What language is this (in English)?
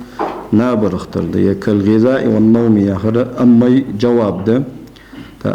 Ingush